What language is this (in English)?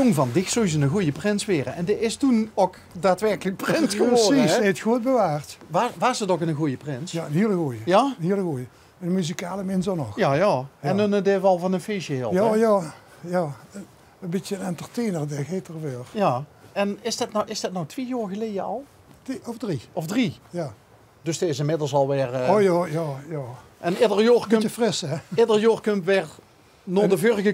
Limburgish